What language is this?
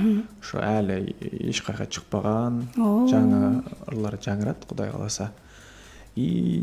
Kyrgyz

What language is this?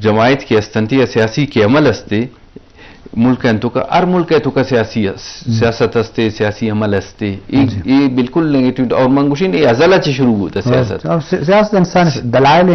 Eastern Balochi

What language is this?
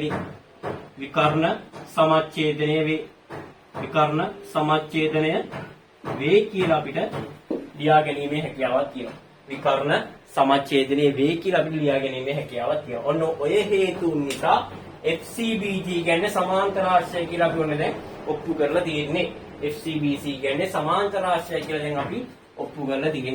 Sinhala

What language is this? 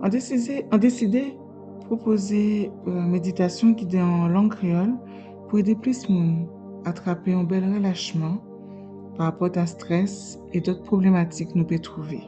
Guadeloupean Creole French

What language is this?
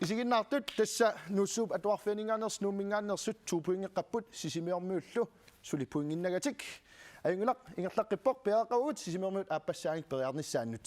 Kalaallisut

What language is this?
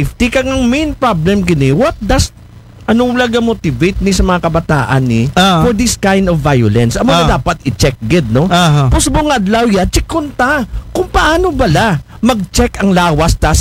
Aklanon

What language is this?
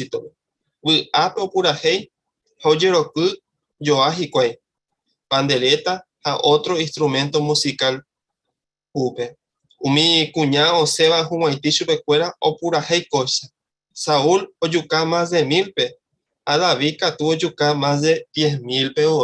Guarani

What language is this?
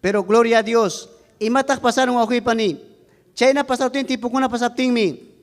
Ayacucho Quechua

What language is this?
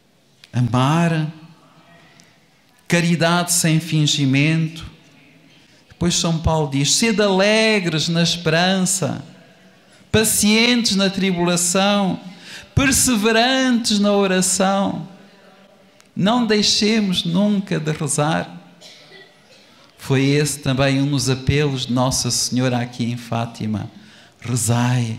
Portuguese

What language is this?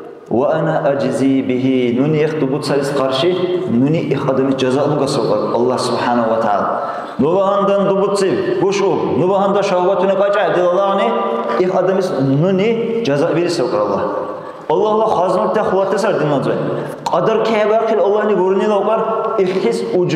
Dargwa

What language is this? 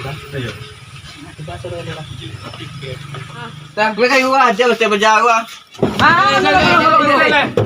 Minangkabau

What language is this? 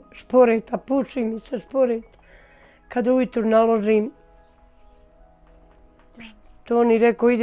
Bosnian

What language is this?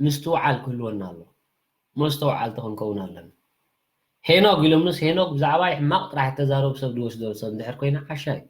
Tigrinya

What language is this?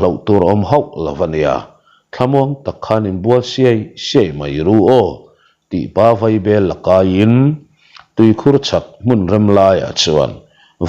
Mizo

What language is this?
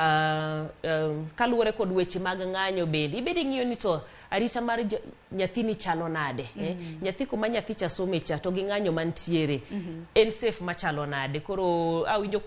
Luo (Kenya and Tanzania)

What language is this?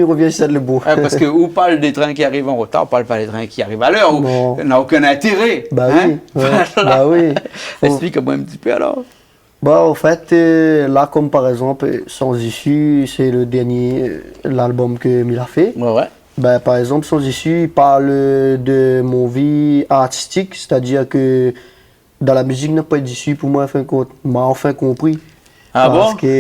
Réunion Creole French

